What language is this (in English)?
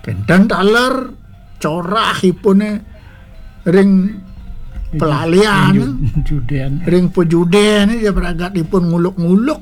Balinese